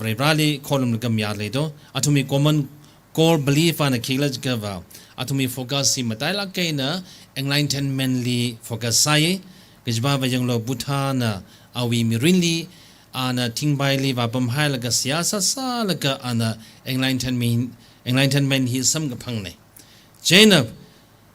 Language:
Tangkhul Naga (India)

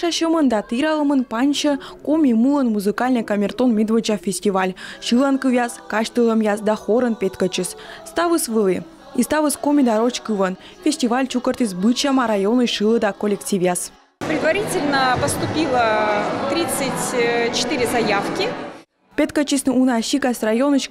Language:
Komi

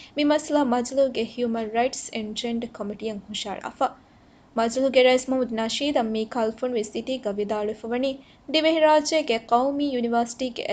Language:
Divehi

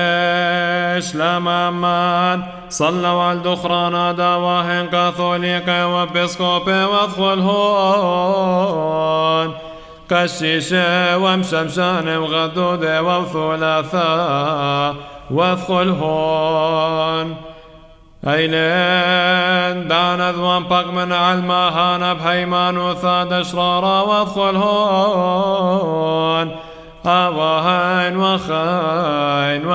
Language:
Classical Syriac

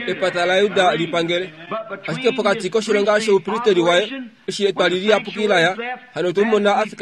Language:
Kuanyama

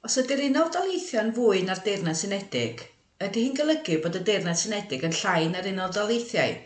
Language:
Welsh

